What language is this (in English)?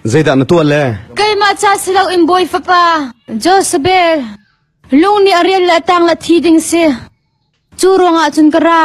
Hakha Chin